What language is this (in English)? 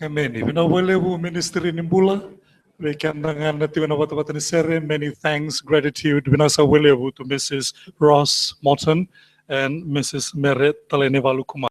Fijian